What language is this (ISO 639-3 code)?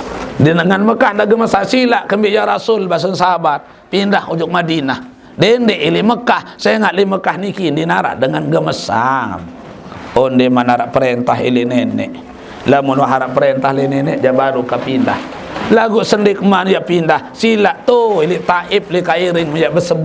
sas